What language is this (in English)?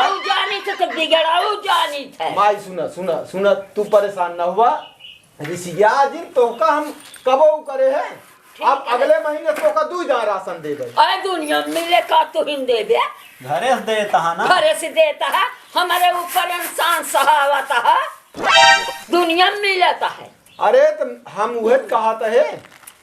Awadhi